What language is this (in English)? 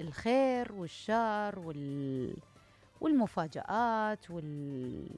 Mesopotamian Arabic